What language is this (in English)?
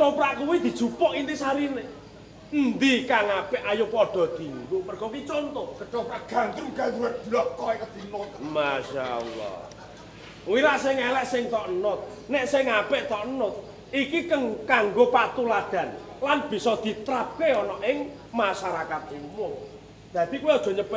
Javanese